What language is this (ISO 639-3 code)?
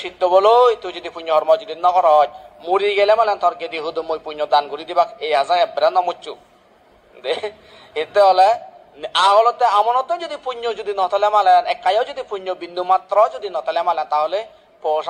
ccp